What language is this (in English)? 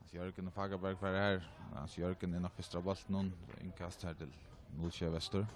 Faroese